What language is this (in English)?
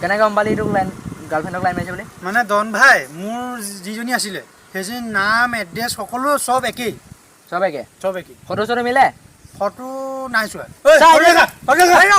Assamese